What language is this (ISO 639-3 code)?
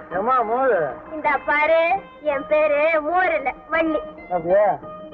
tam